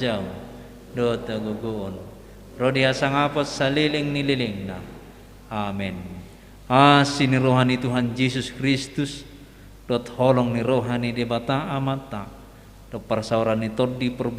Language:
Batak Toba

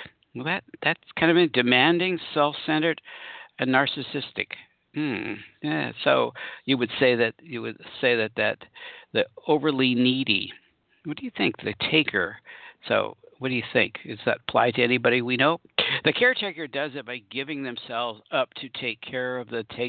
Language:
English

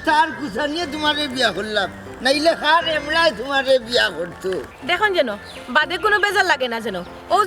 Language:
Sylheti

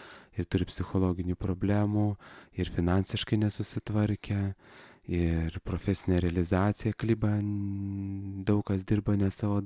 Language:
Lithuanian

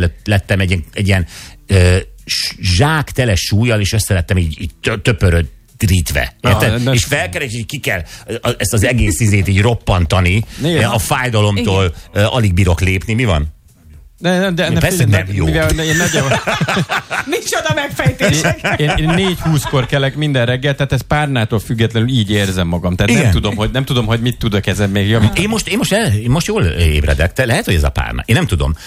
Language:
Hungarian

